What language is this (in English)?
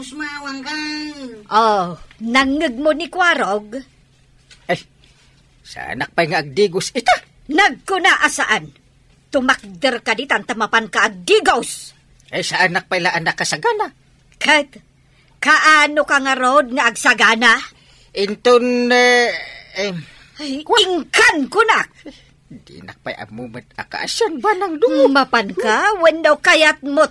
Iloko